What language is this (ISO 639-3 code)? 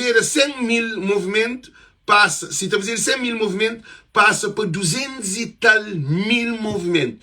kea